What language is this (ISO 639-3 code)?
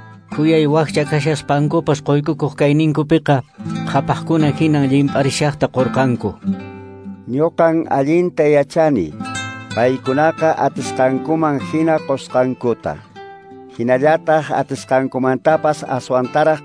que